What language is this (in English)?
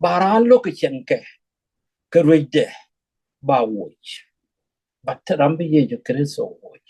Nuer